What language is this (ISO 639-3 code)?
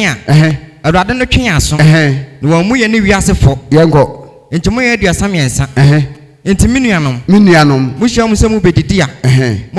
aka